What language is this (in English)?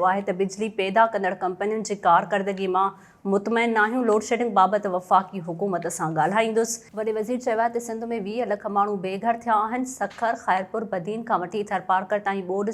Sindhi